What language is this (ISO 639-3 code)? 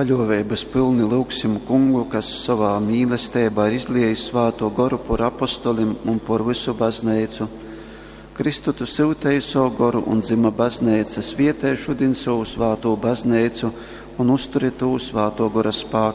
ltg